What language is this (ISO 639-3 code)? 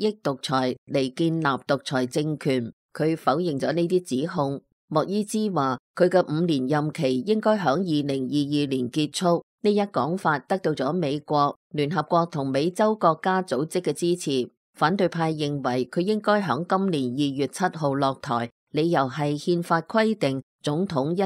yue